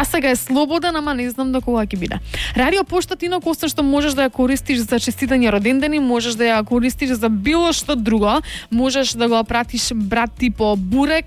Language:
Macedonian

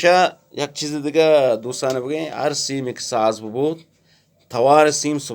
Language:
Eastern Balochi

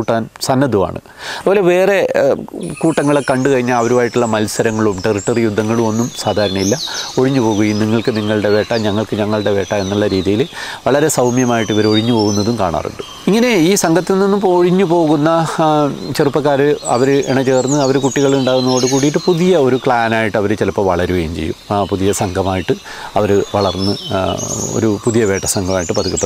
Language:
Malayalam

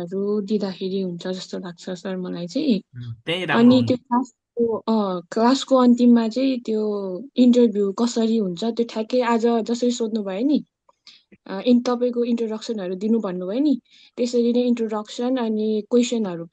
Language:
Nepali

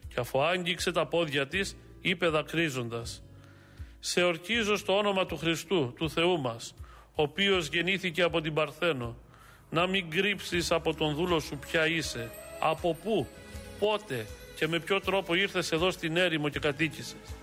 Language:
Greek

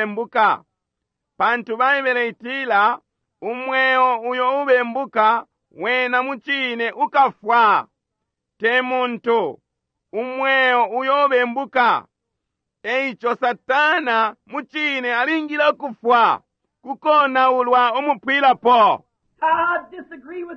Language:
Bemba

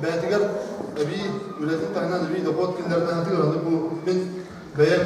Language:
Yakut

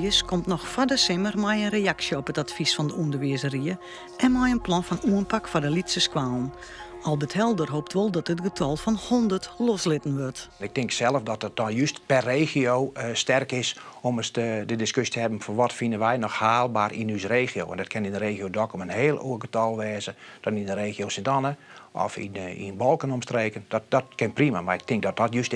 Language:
Western Frisian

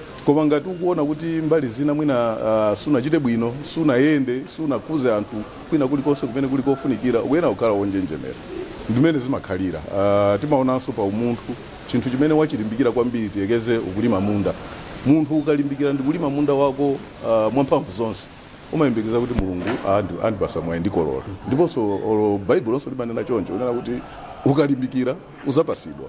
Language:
Nyanja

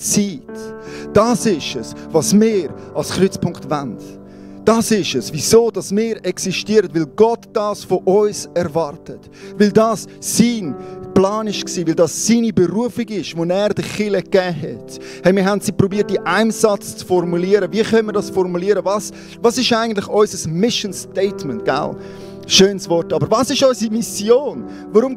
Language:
Swiss German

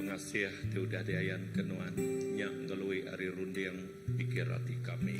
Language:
Iban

